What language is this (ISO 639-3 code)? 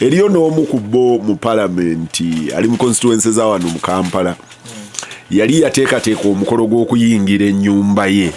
lug